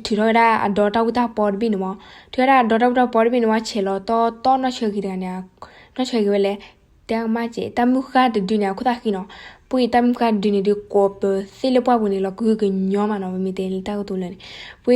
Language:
S'gaw Karen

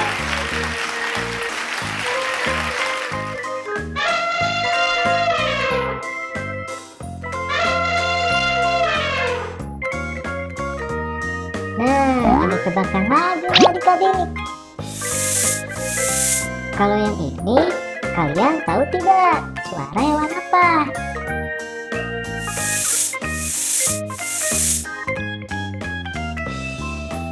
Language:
Indonesian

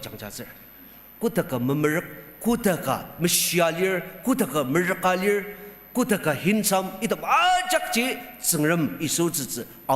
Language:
Ao Naga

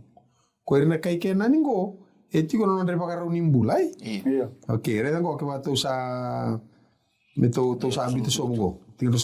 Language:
Fijian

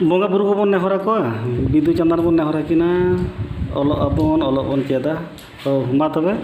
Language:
Santali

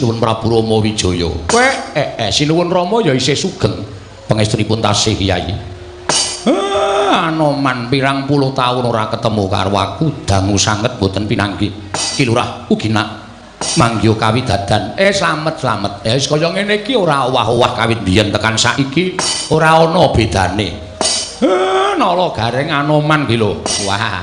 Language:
Javanese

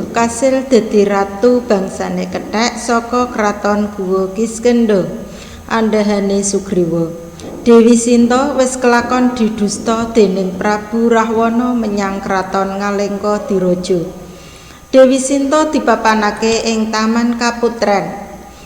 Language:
Javanese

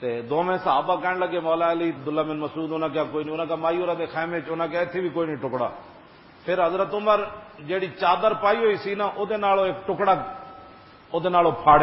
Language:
Western Panjabi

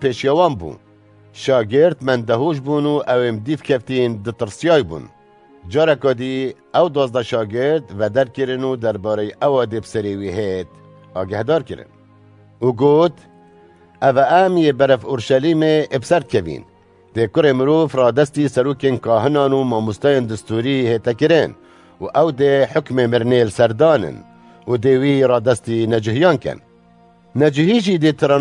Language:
Kurdish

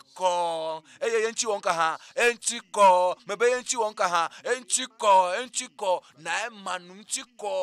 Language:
Ewe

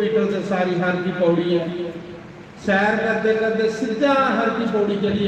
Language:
Dogri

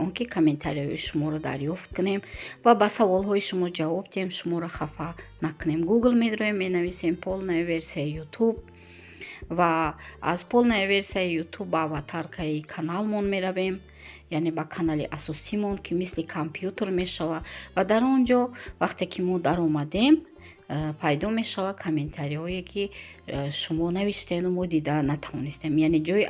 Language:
Tajik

